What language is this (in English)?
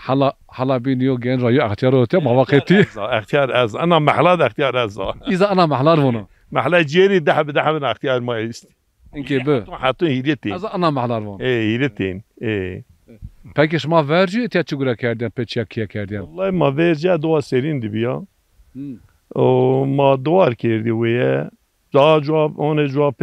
Zaza